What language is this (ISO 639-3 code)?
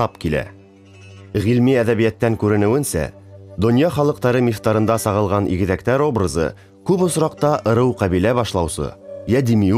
bak